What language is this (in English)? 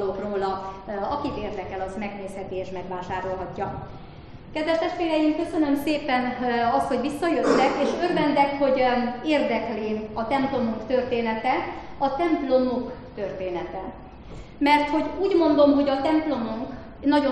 Hungarian